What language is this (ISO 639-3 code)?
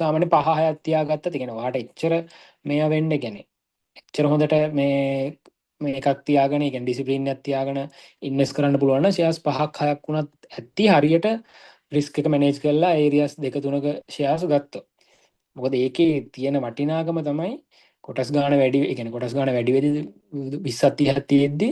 sin